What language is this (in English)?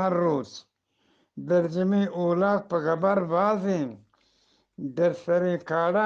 Eastern Balochi